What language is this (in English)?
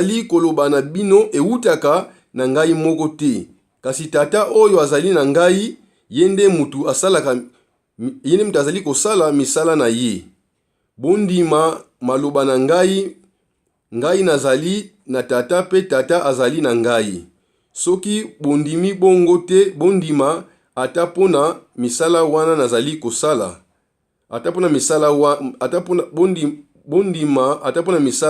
Lingala